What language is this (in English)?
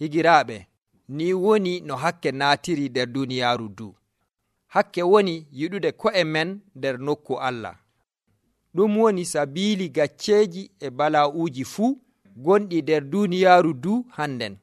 Nigerian Fulfulde